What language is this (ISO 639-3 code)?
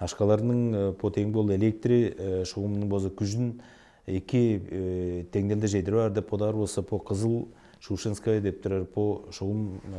tyv